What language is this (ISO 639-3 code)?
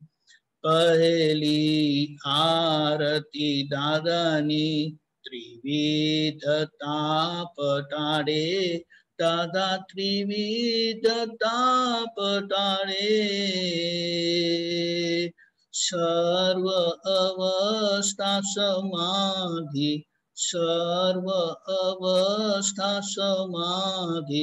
guj